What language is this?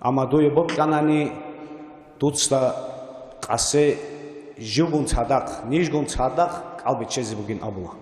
Avaric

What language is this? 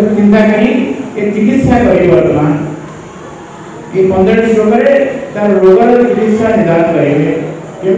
Odia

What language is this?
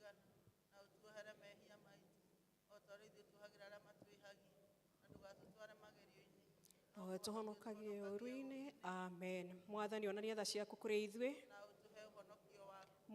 Kikuyu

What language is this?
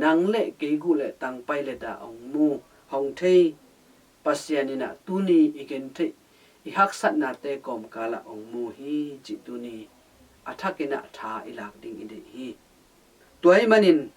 Tedim Chin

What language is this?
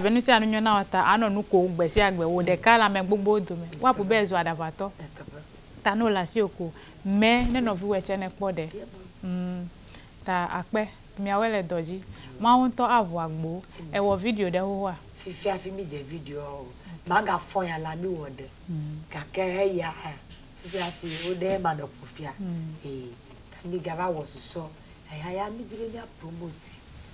Ewe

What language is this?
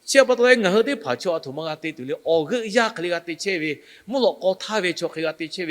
Lahu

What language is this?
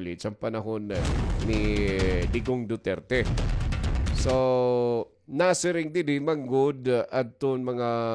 Waray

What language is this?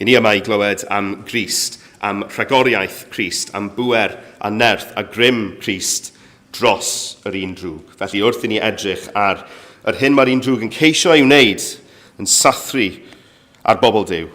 Welsh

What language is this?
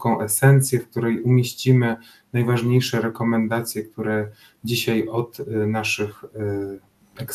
Polish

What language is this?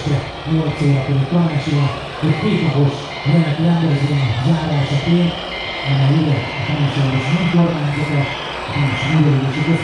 Hungarian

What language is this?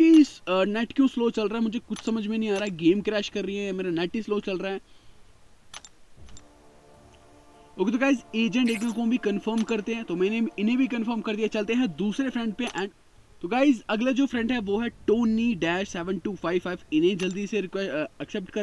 Hindi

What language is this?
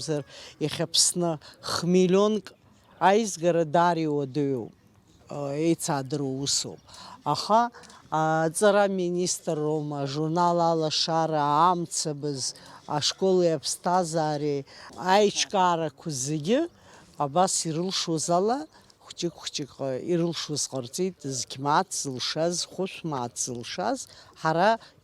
Abkhazian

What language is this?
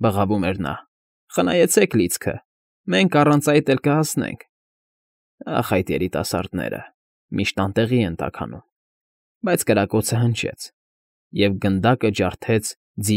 Armenian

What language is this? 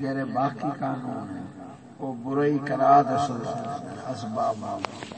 Saraiki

